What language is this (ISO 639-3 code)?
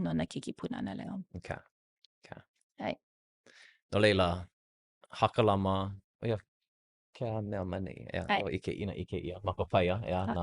haw